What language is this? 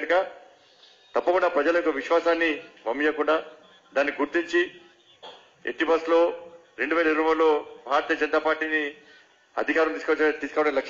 Telugu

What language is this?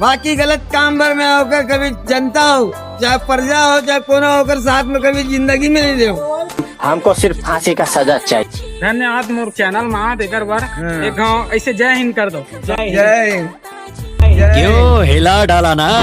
Chhattisgarhi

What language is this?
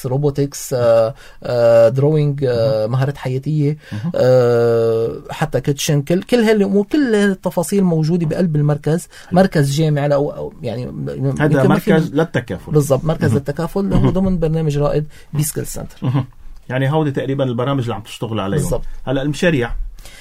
North Levantine Arabic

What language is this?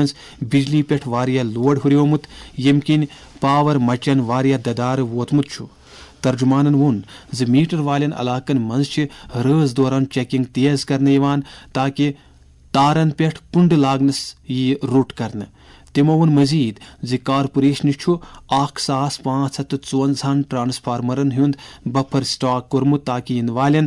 Kashmiri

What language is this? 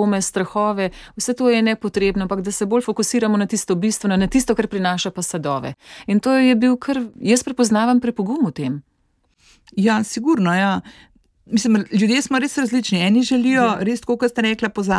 Slovenian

